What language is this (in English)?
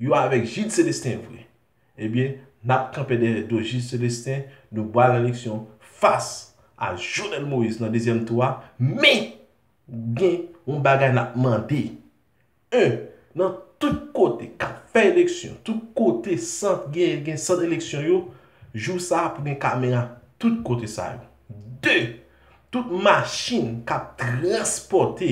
Haitian Creole